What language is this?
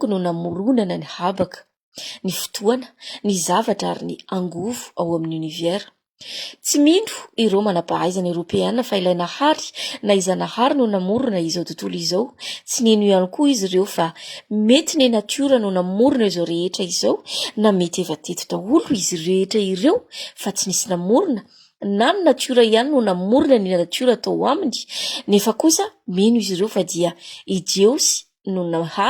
Malagasy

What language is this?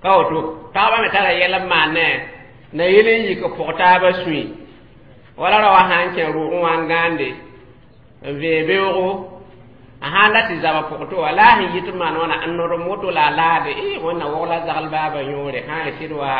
Mossi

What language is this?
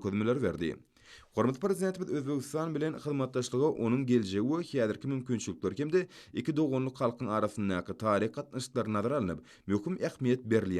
Turkmen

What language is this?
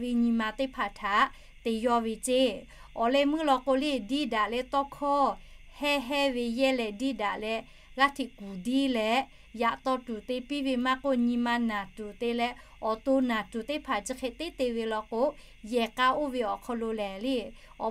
Lahu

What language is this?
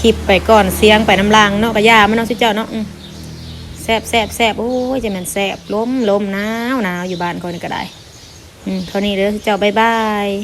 Lao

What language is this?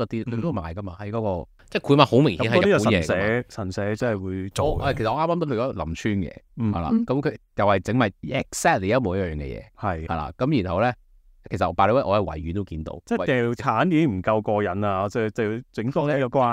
Cantonese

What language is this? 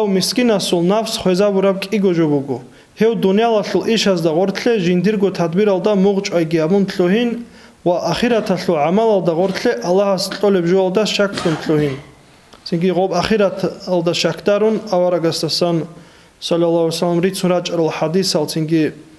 Avaric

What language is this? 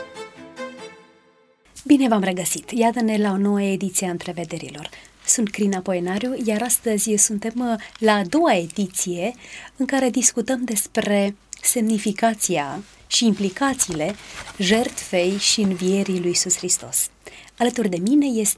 Romanian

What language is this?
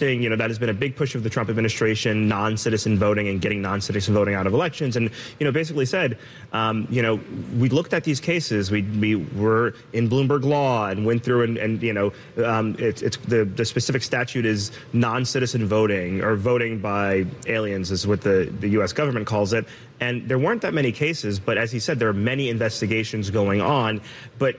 English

